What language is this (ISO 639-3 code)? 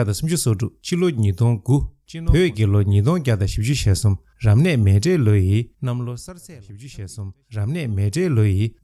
bod